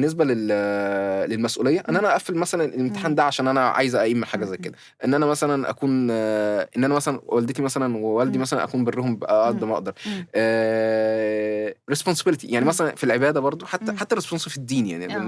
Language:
Egyptian Arabic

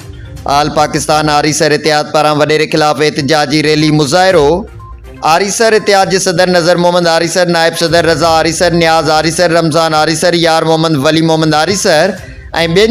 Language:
Sindhi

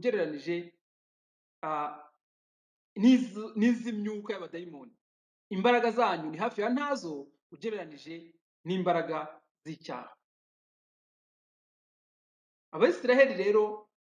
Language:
Kinyarwanda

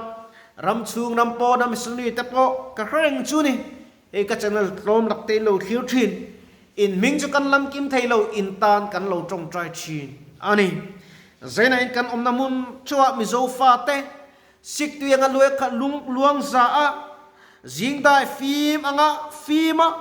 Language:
Mizo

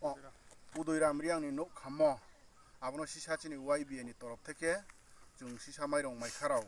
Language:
Riang (India)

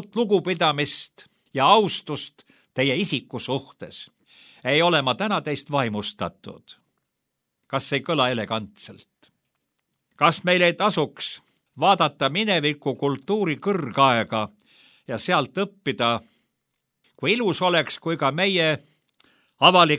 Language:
Estonian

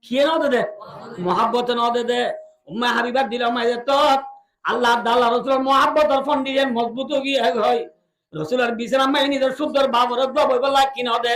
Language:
Rohingya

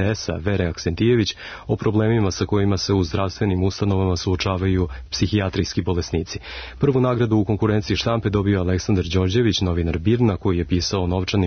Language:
Serbian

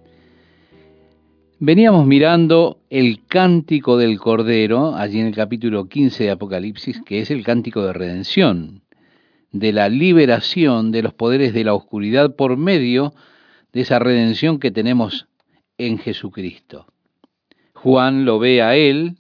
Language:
Spanish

